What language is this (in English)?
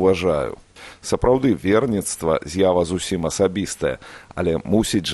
Belarusian